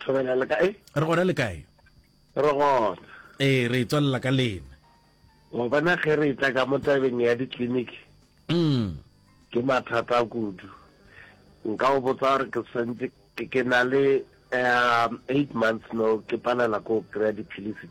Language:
Northern Sotho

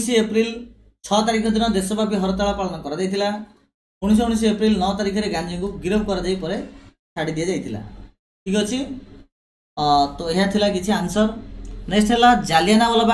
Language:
Odia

